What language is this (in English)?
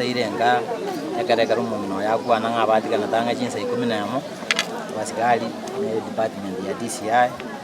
Gusii